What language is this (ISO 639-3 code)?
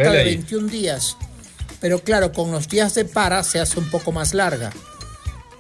spa